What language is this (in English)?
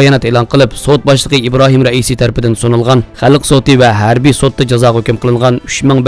Uyghur